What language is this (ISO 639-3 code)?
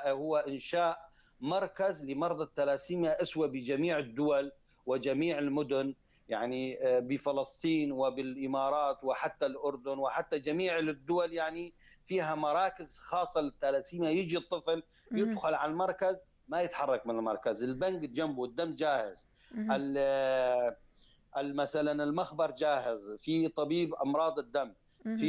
apc